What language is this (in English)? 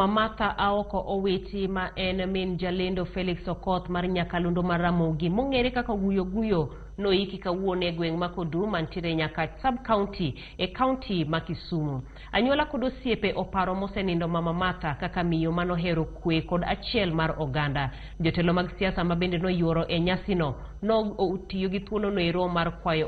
Luo (Kenya and Tanzania)